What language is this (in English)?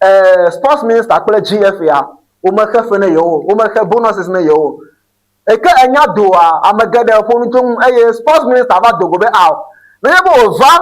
Ewe